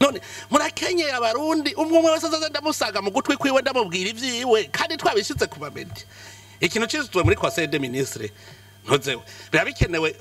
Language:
Rundi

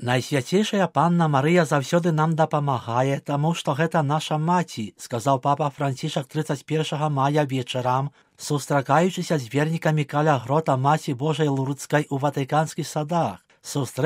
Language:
Belarusian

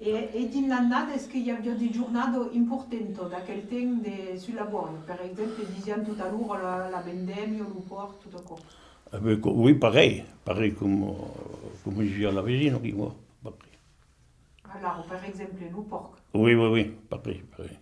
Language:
Occitan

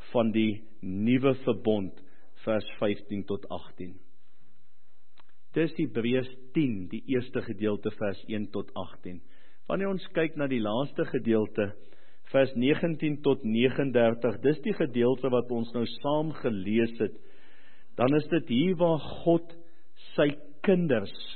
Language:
Afrikaans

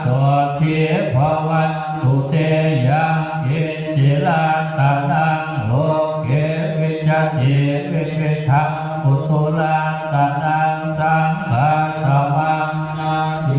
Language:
Pali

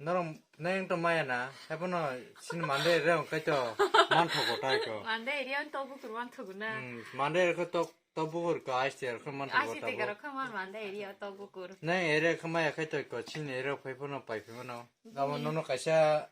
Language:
Kok Borok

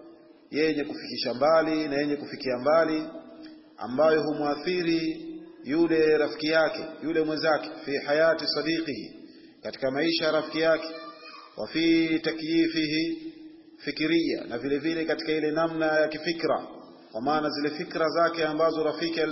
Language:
Swahili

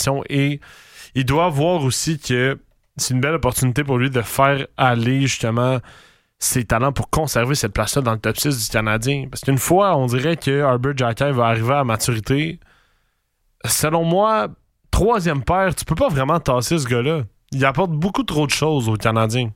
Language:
French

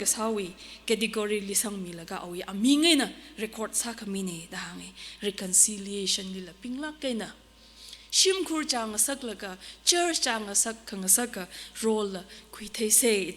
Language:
Tangkhul Naga (India)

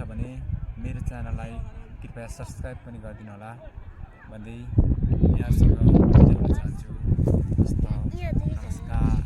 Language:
Nepali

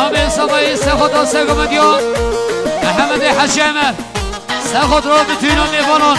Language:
Kurdish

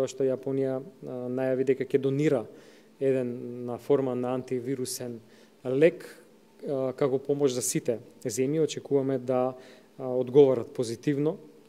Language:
Macedonian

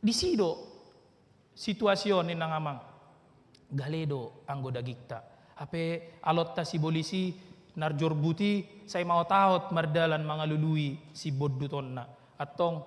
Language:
Batak Toba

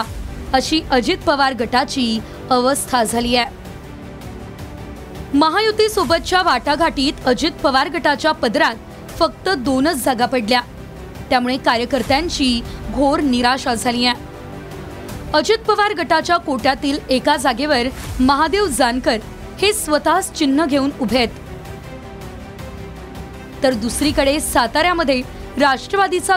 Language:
Marathi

